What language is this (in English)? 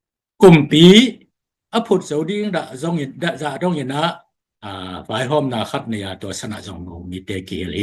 Tedim Chin